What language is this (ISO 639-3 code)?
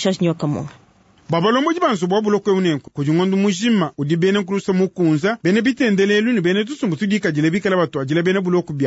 lua